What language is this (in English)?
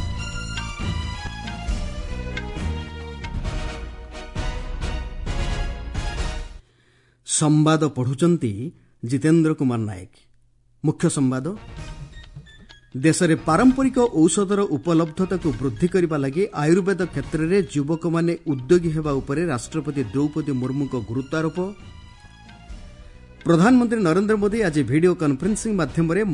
Odia